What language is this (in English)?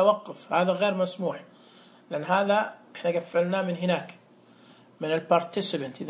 Najdi Arabic